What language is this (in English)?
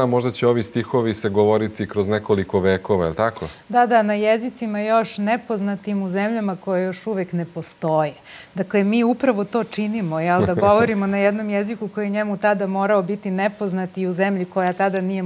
Serbian